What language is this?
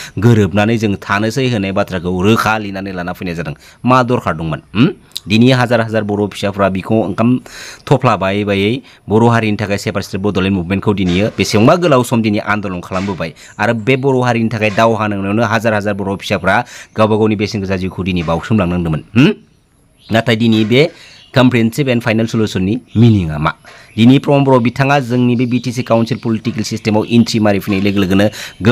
Bodo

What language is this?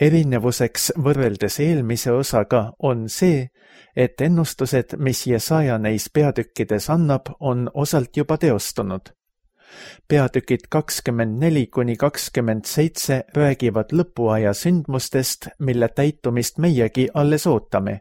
Estonian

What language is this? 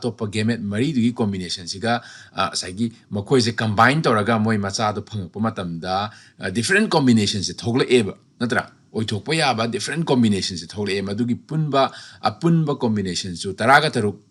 Manipuri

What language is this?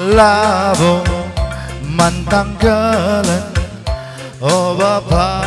Batak Karo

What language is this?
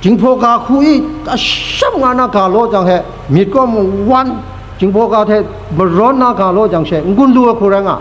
Kachin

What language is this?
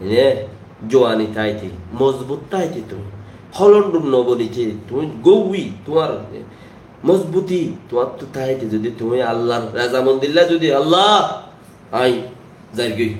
Rohingya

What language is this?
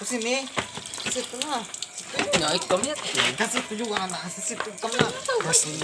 Banjar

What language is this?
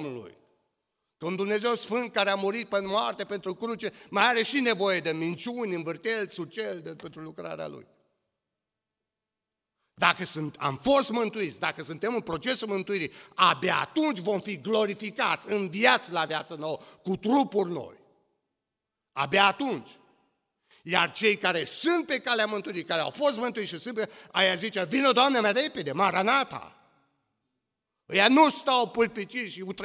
Romanian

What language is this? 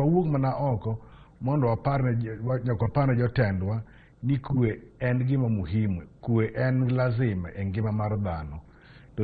Luo (Kenya and Tanzania)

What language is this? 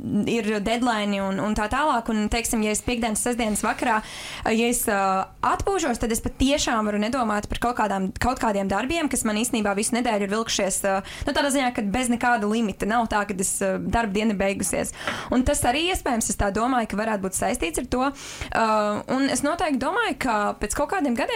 Latvian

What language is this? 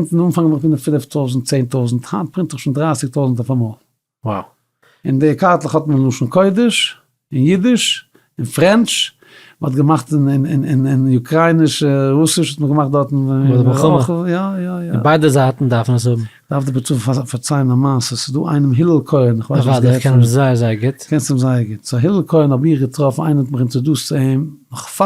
Yiddish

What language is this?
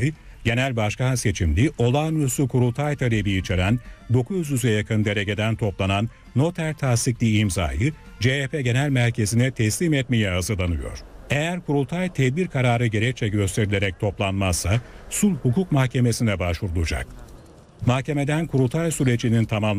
Turkish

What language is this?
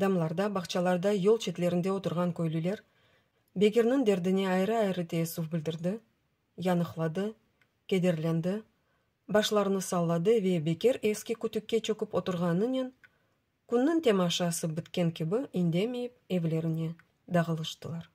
Crimean Tatar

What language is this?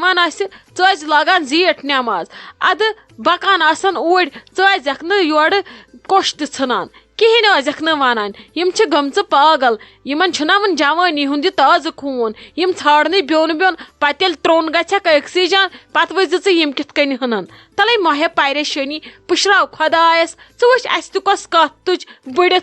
Kashmiri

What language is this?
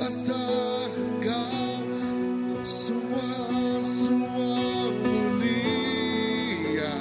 Iban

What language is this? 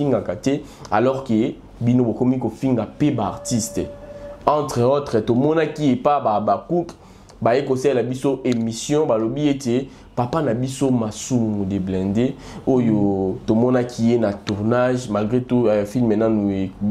Lingala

